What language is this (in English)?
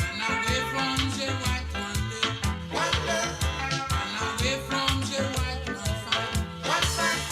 Morisyen